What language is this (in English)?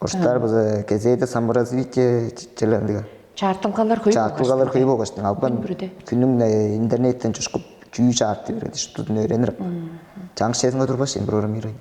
Tuvinian